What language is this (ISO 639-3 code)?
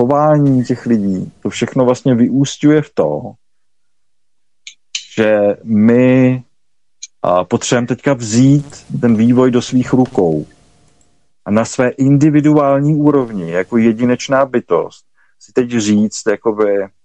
ces